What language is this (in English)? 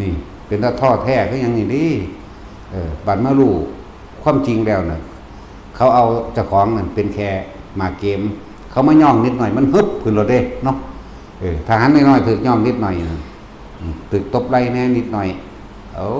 Northeastern Thai